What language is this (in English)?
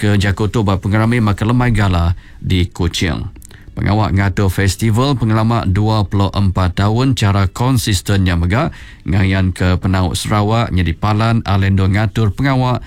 Iban